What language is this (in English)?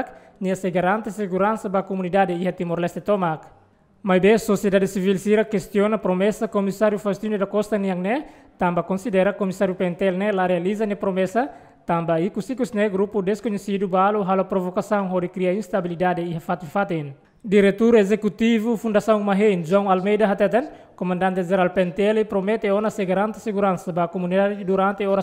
Tetum